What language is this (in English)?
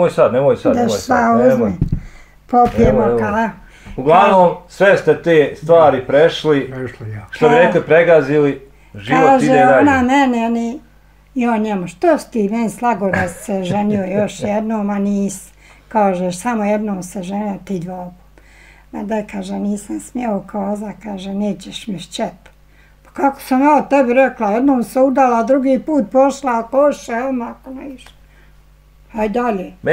Bosnian